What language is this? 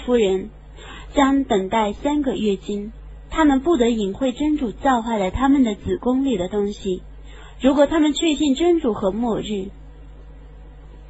Chinese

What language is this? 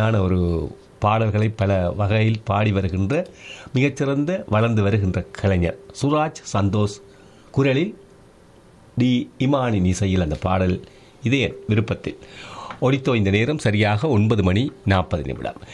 Tamil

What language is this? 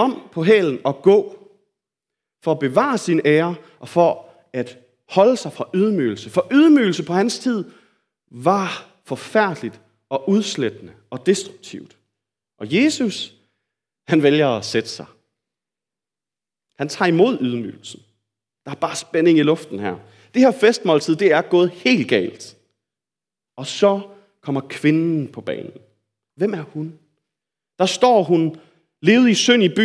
Danish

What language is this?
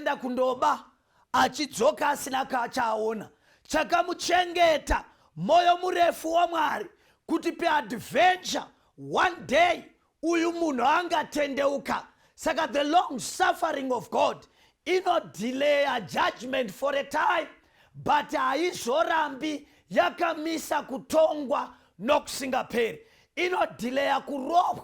Shona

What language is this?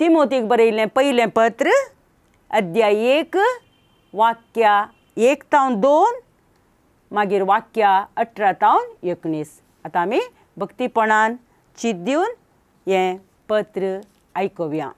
Konkani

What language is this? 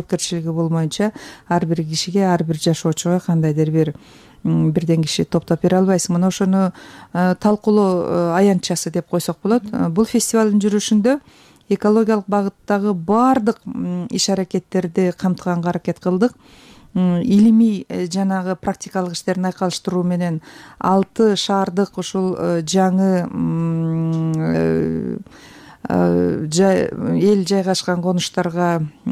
Kyrgyz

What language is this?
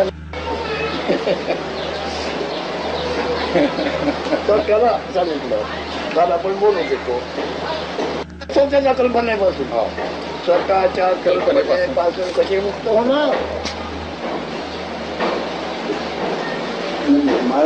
Marathi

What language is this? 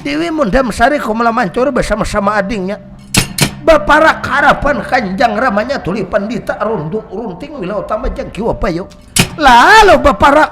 Banjar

